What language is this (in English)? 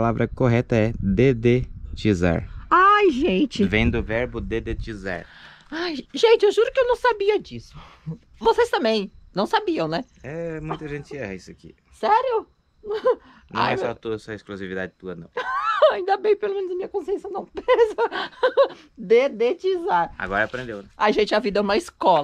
Portuguese